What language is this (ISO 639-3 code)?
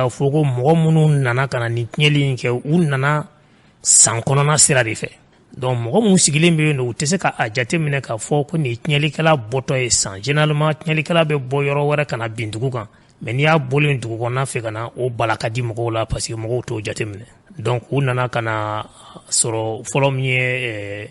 bam